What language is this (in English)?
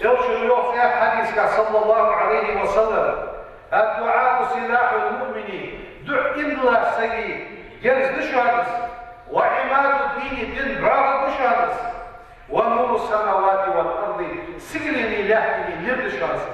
Ingush